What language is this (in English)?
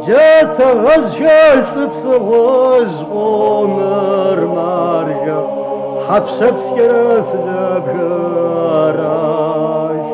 Kabardian